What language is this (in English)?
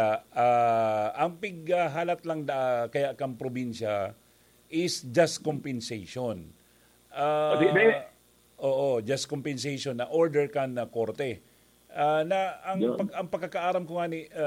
Bikol